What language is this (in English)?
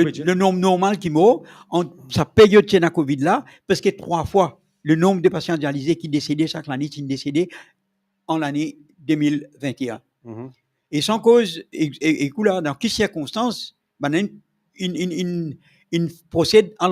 Morisyen